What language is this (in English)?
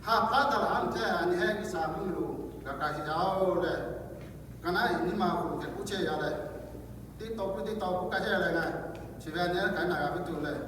Lahu